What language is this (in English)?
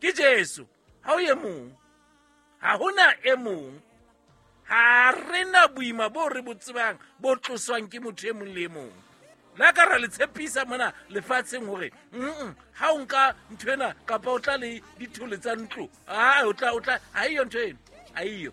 Southern Sotho